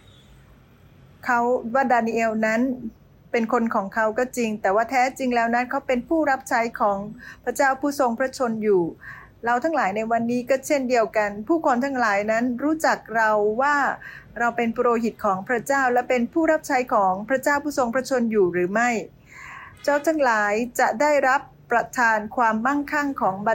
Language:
Thai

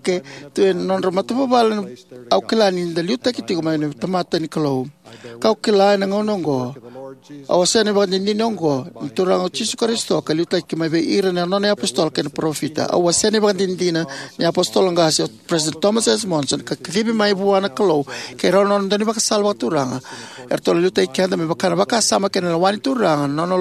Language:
Fijian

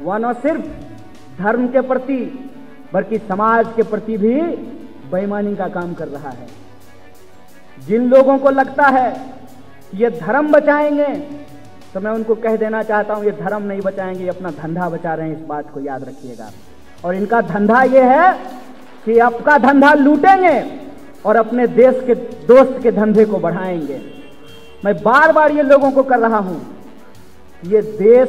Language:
Hindi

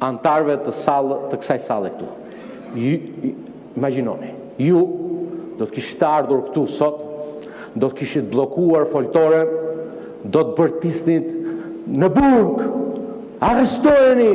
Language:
Albanian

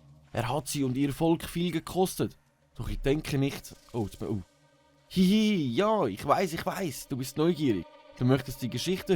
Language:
Swiss German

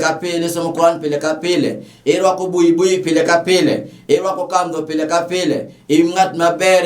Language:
Luo (Kenya and Tanzania)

